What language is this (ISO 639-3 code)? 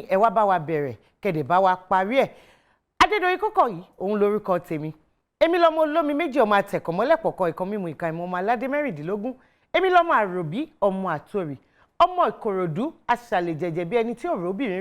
yor